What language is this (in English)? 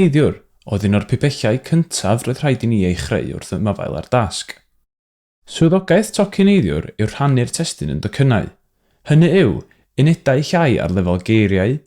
Welsh